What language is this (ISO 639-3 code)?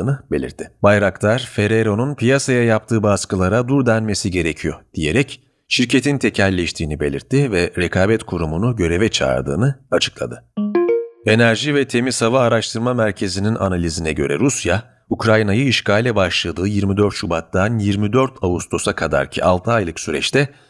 tur